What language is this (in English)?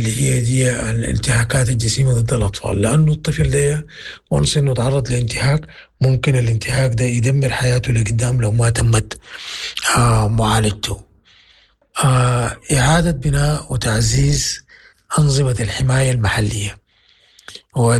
Sudanese Arabic